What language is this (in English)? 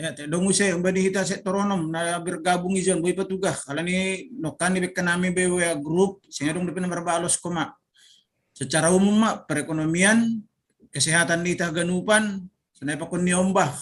Batak Simalungun